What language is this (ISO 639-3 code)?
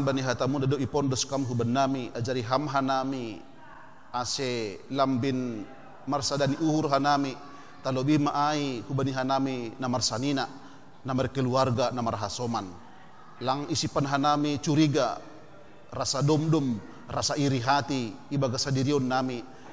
bts